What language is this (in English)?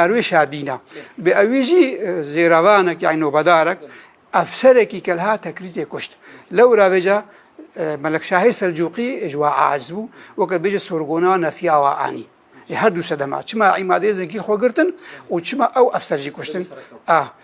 Kurdish